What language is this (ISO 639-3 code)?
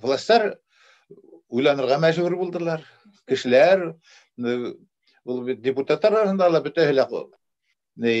bak